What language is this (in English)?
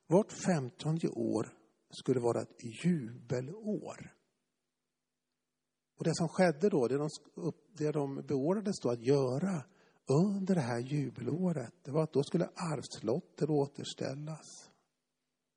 Swedish